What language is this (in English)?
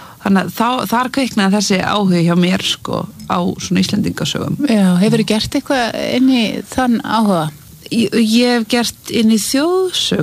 Icelandic